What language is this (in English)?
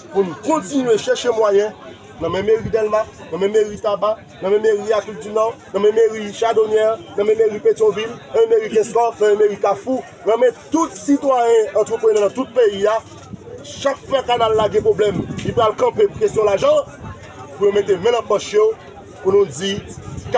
Haitian Creole